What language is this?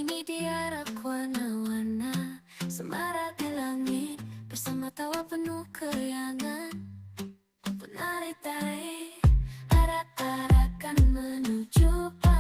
Banjar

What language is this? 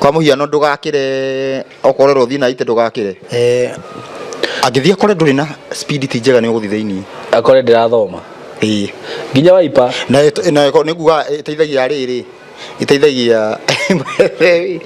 Kikuyu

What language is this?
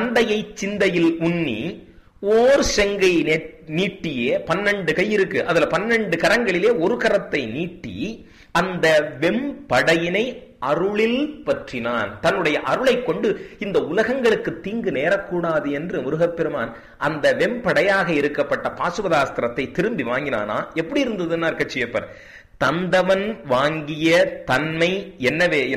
Tamil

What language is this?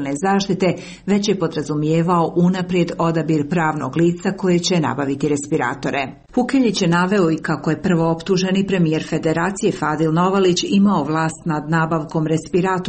Serbian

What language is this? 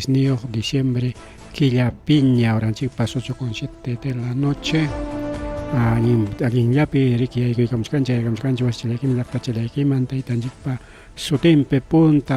Ayacucho Quechua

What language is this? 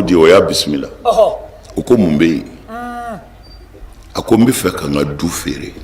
Bambara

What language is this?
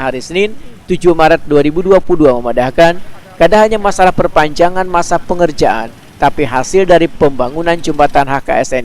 Banjar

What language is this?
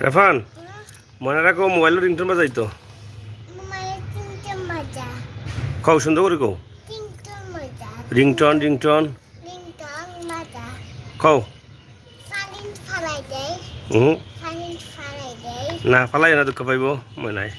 Sylheti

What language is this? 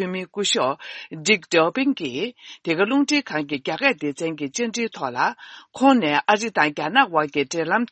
Tibetan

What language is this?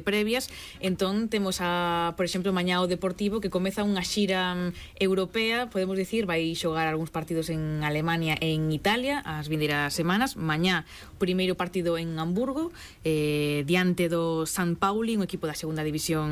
Galician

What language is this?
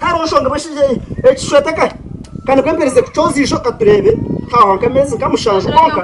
Nyankole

